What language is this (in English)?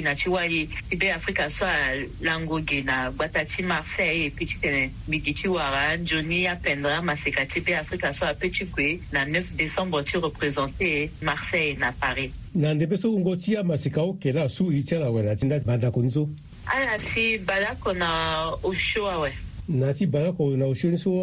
Sango